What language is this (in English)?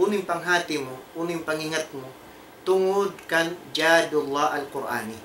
Tausug